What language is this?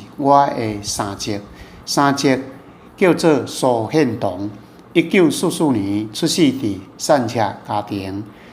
Min Nan Chinese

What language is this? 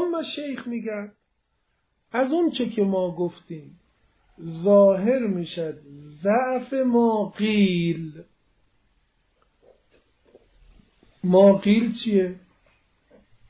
Persian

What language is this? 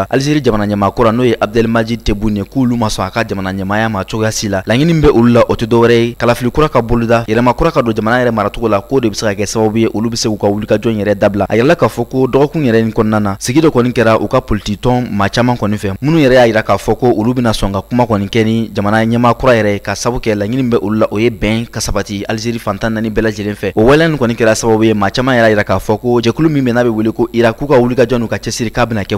Bambara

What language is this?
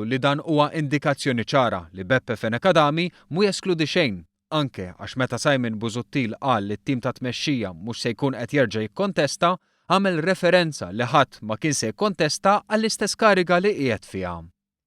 Maltese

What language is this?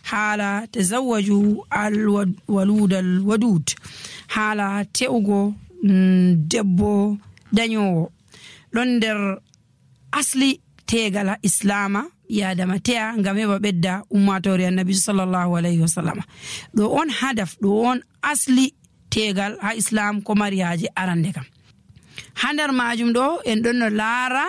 Nigerian Fulfulde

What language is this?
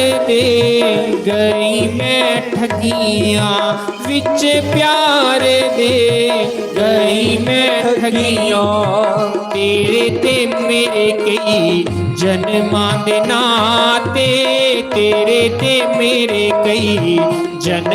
Dogri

